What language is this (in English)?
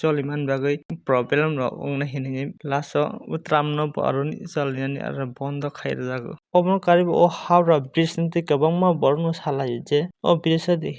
Kok Borok